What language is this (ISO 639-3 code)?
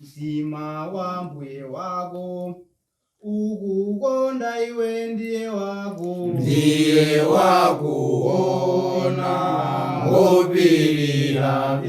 nya